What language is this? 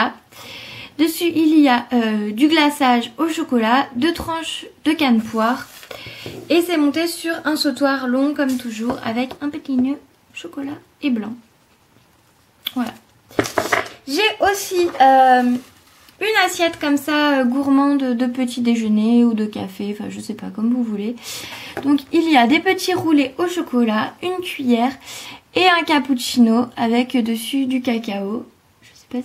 French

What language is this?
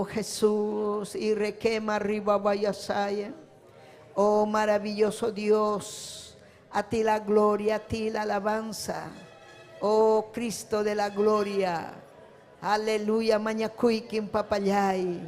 Ayacucho Quechua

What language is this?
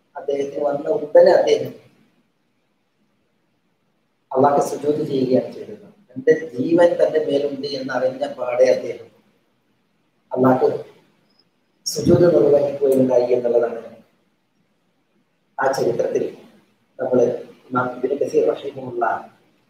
Malayalam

